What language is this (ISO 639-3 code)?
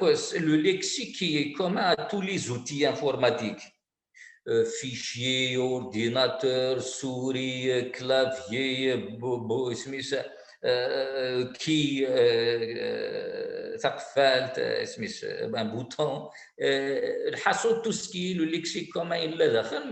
kab